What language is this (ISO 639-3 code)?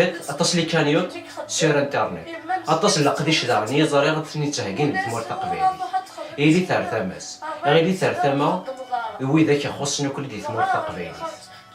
kab